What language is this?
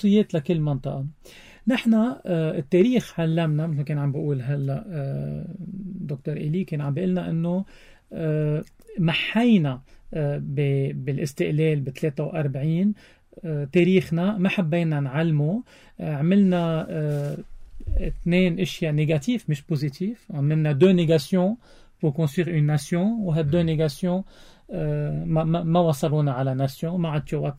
North Levantine Arabic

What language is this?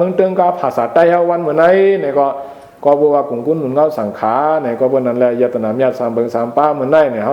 Shan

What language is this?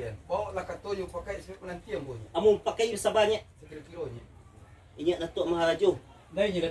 Minangkabau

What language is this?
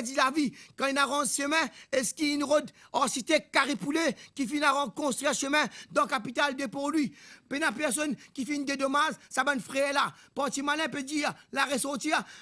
Morisyen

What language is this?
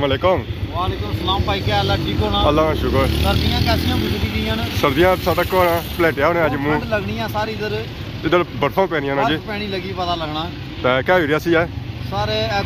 Pahari-Potwari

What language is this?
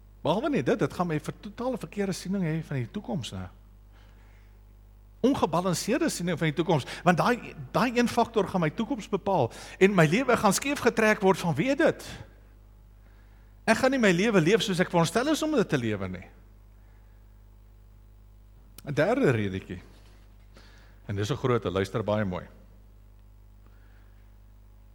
Afrikaans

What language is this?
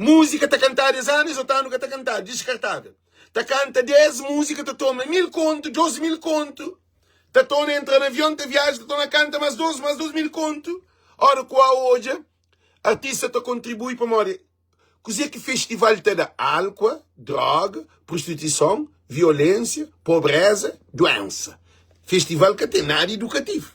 Kabuverdianu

